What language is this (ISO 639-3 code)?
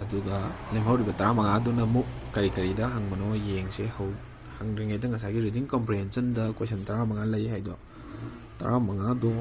mni